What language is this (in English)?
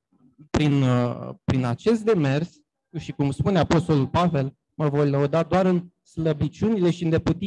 Romanian